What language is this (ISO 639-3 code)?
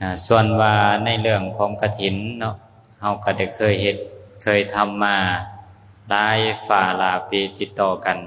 lao